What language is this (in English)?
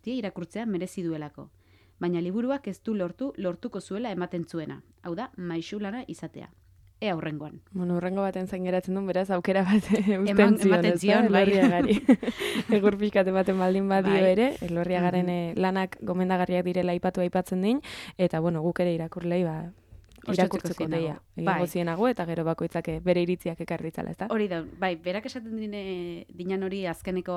Basque